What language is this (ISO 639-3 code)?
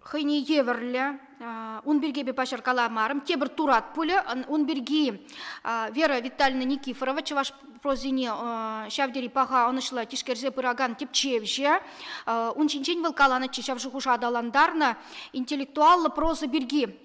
chv